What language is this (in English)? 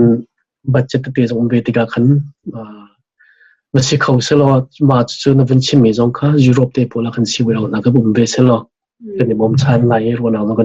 Hakha Chin